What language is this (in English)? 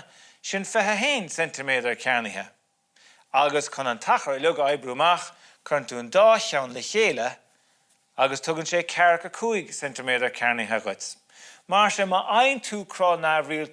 Irish